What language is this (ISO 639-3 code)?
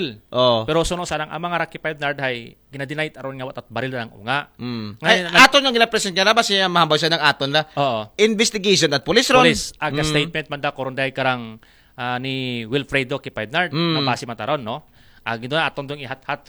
akl